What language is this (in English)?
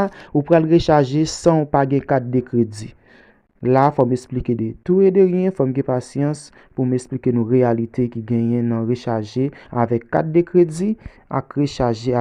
Haitian Creole